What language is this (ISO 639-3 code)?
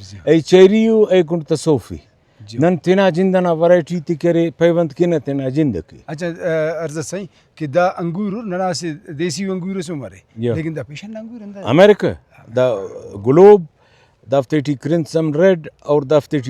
brh